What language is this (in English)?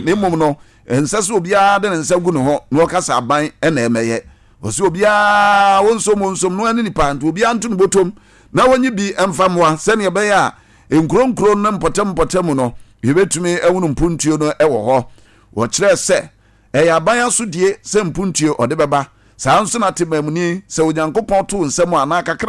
Akan